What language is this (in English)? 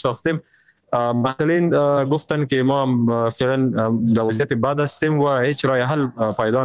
Persian